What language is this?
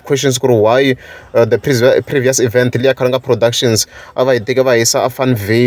Tsonga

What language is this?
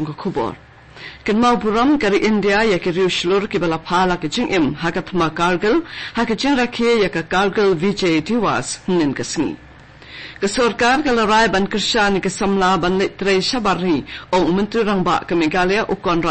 Khasi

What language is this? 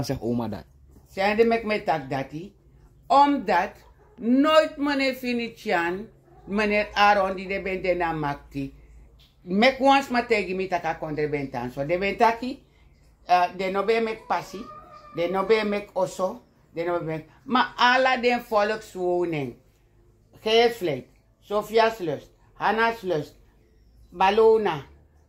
Sranan Tongo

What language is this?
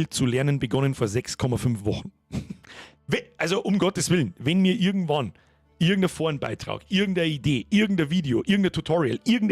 Bavarian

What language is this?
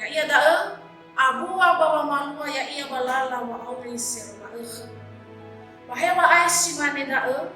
Nias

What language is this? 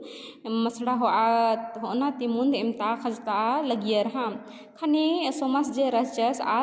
Kurukh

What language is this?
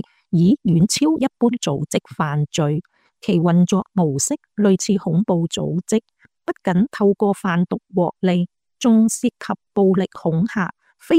Cantonese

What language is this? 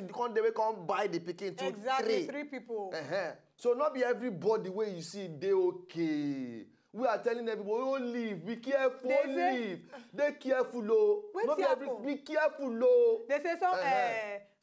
Nigerian Pidgin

